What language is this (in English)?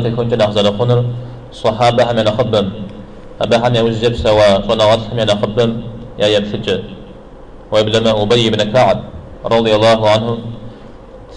Kabardian